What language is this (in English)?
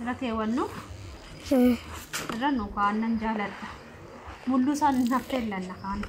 Oromo